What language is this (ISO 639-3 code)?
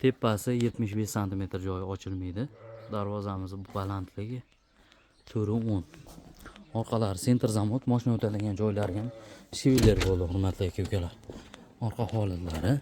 uzb